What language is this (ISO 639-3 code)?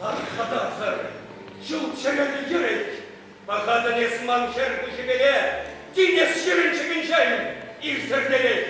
chv